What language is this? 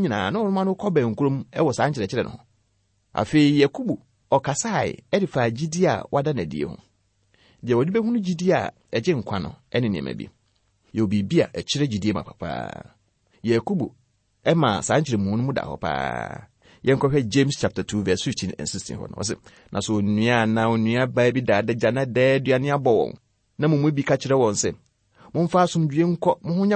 Akan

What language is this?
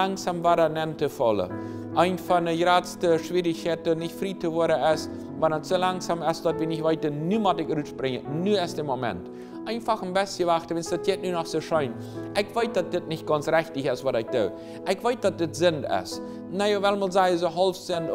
Plautdietsch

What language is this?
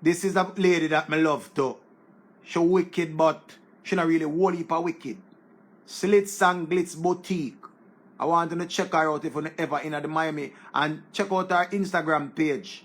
Jamaican Creole English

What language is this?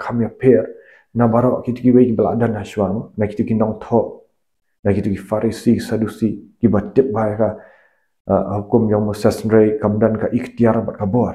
Khasi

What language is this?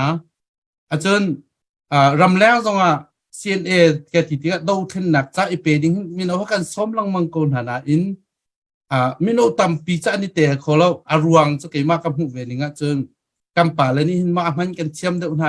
Hakha Chin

